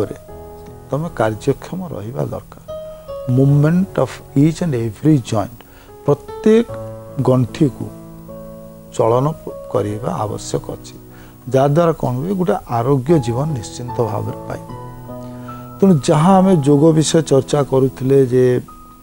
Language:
Odia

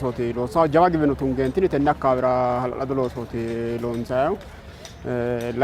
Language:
Sidamo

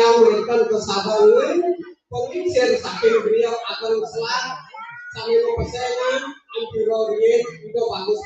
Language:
Balinese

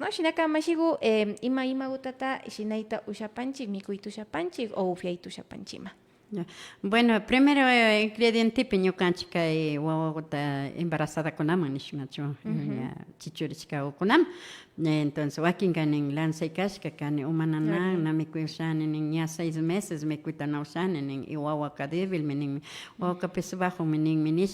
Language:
Imbabura Highland Quichua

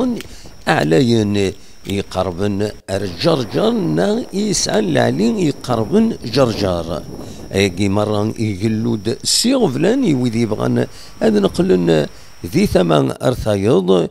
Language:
Kabyle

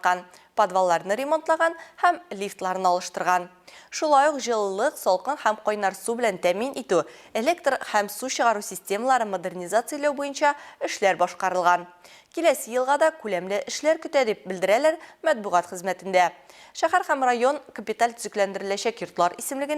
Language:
Tatar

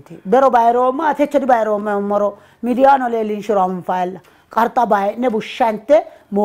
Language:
Sidamo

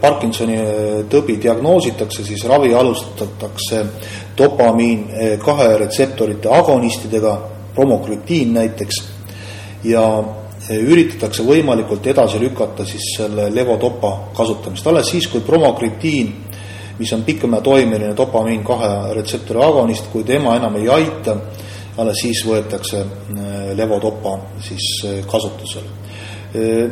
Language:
Estonian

